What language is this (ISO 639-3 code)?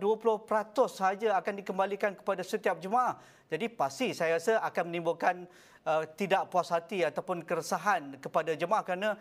msa